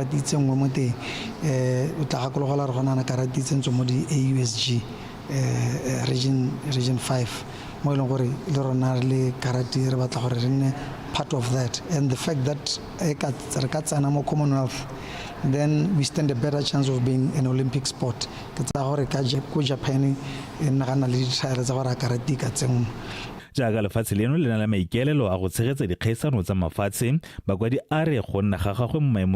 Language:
Tswana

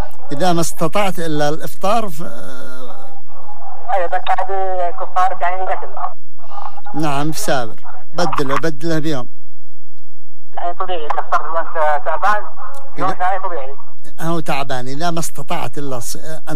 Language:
Arabic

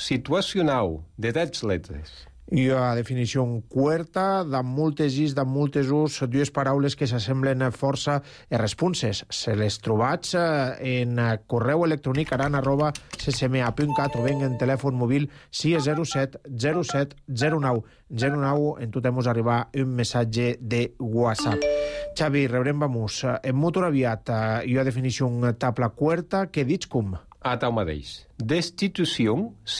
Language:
Catalan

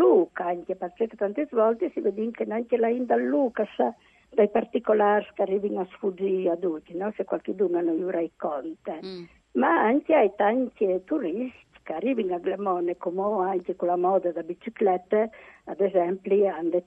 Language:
Friulian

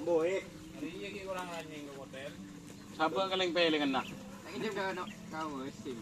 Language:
Madurese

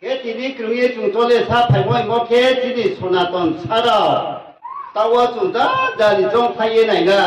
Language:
Riang (India)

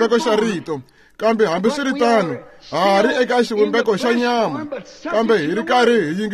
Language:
Tsonga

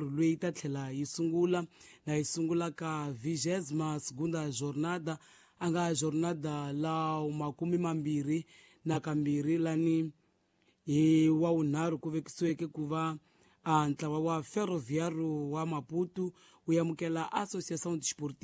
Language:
Tsonga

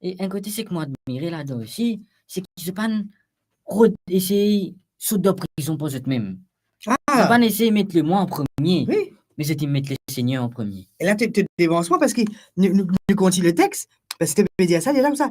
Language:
Morisyen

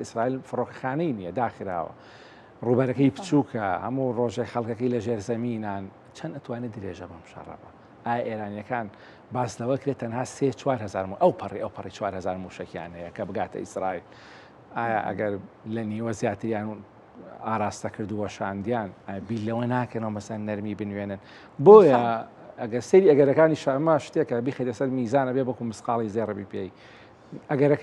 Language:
Central Kurdish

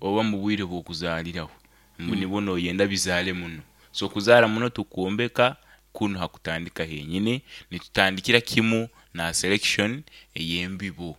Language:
Nyankole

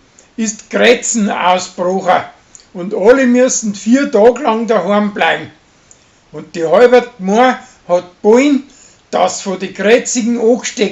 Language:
Bavarian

